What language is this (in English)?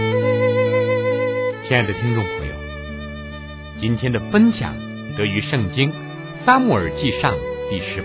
Chinese